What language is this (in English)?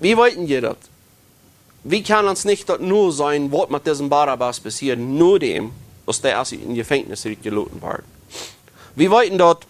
Plautdietsch